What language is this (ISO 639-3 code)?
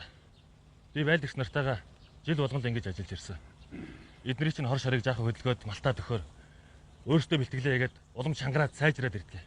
mon